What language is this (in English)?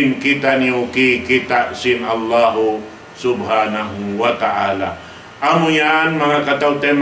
Tausug